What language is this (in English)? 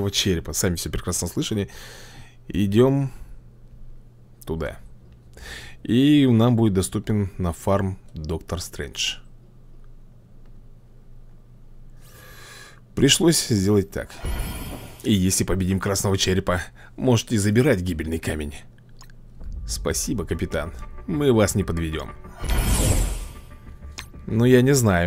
Russian